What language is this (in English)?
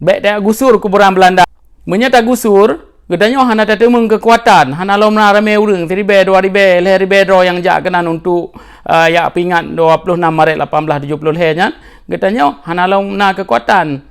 Achinese